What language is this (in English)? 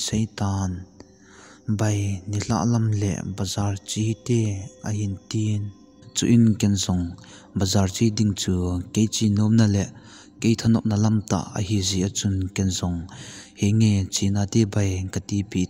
Thado Chin